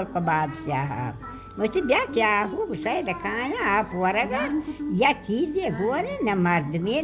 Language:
Baluchi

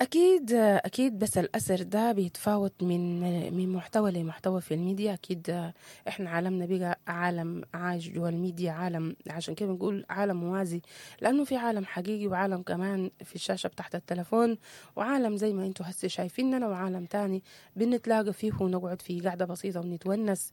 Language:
Sudanese Arabic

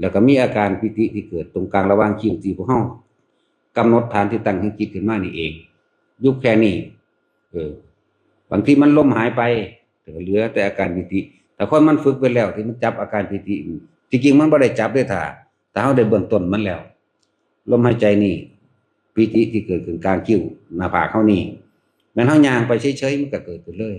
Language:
Northeastern Thai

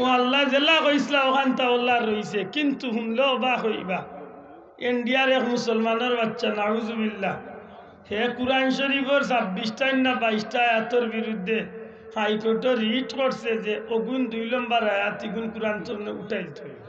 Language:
Sylheti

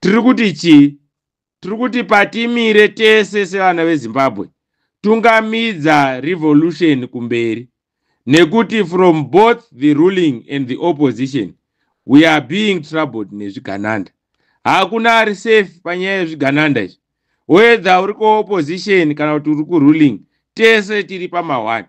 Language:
Shona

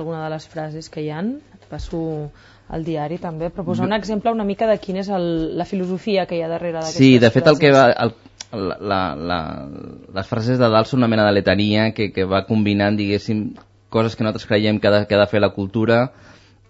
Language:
Catalan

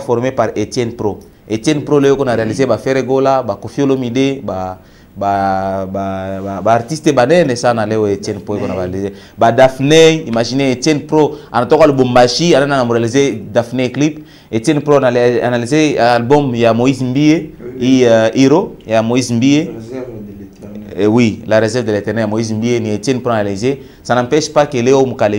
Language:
Swahili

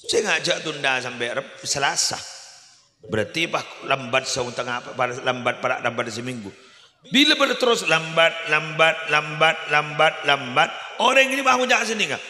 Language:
Madurese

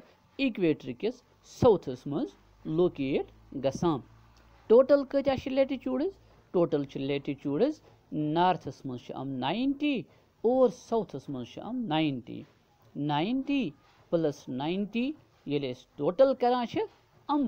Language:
Kashmiri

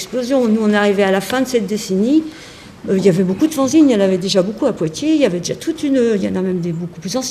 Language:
French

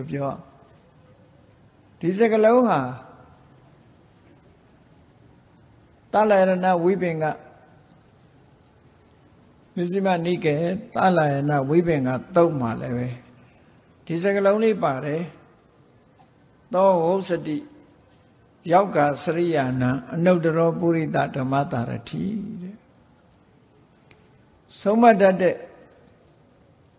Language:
Burmese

